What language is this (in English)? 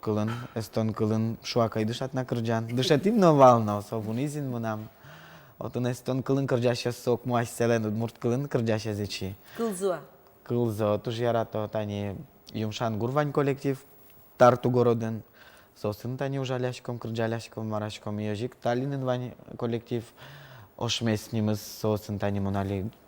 Udmurt